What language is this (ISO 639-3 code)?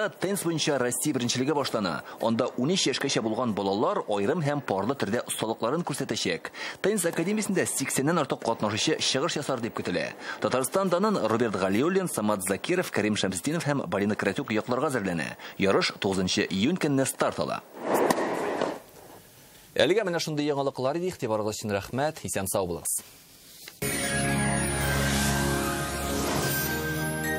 tat